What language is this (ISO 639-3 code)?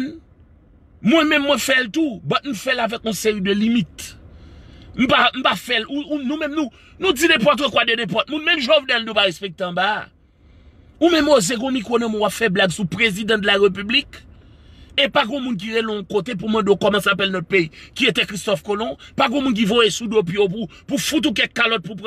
hat